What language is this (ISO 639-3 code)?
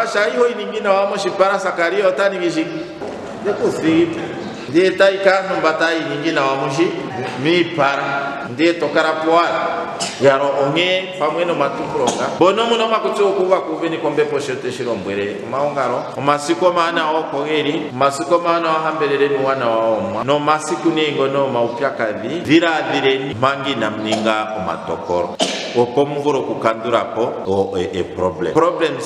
ndo